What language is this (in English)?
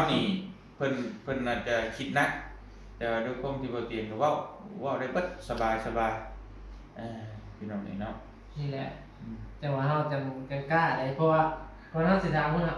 Northeastern Thai